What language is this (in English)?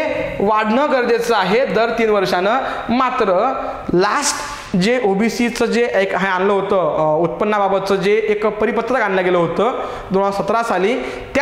Marathi